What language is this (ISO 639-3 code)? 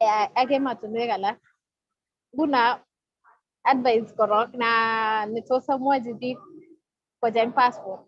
kln